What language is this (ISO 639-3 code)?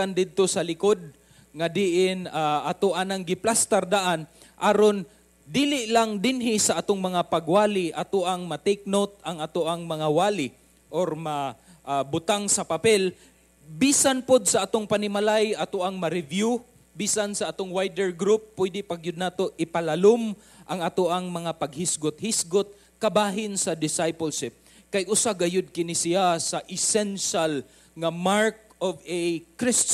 ceb